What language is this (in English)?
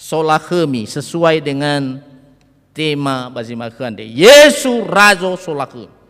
Nias